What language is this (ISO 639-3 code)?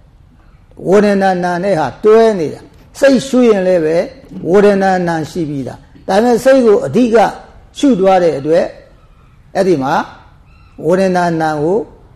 mya